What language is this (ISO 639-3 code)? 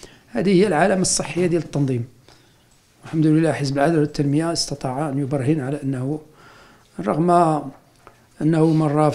ary